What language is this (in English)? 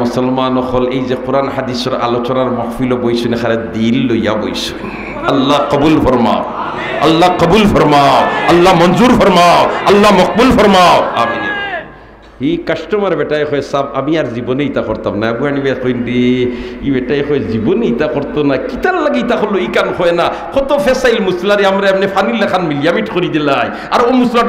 Sylheti